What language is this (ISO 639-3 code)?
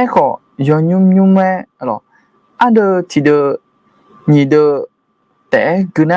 ahk